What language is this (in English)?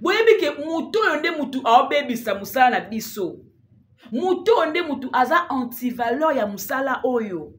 Lingala